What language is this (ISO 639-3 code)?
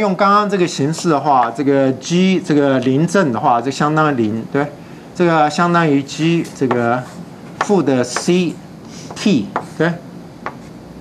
zho